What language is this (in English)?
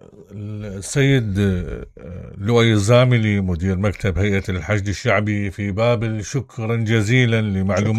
Mesopotamian Arabic